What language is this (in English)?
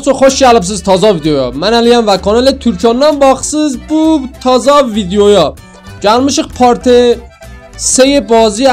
South Azerbaijani